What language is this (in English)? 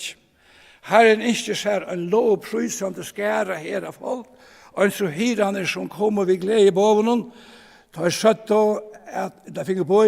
Faroese